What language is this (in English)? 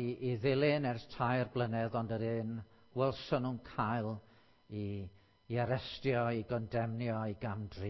Welsh